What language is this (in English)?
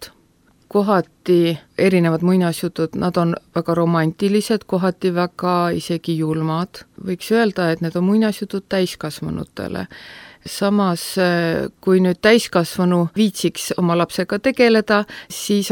Estonian